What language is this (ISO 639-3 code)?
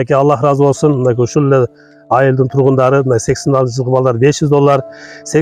kir